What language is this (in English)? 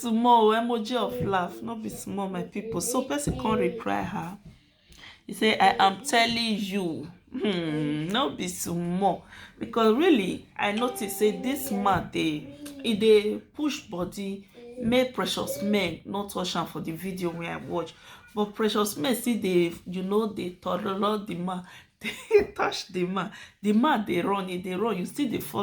Nigerian Pidgin